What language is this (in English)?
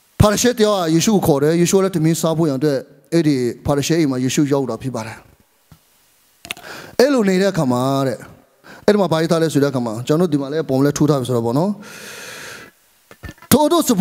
Burmese